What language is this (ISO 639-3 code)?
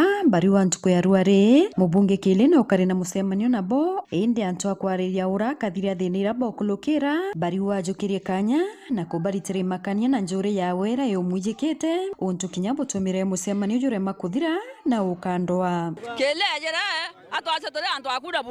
mer